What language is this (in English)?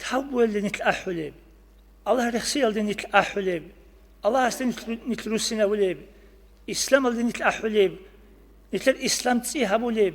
Avaric